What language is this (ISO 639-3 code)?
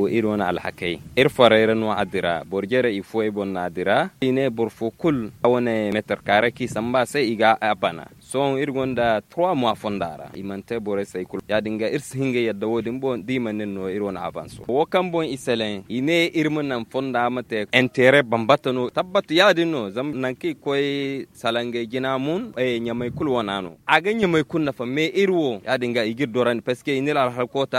dje